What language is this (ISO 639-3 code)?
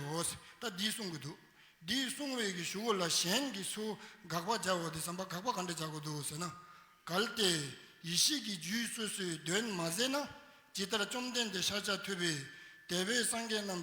bod